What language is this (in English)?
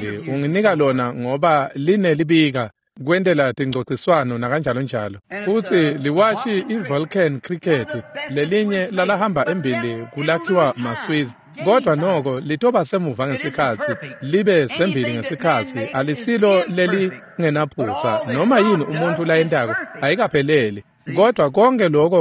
Swati